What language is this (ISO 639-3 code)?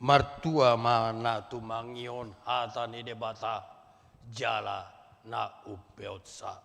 bbc